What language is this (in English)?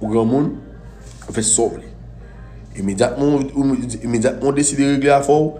Haitian Creole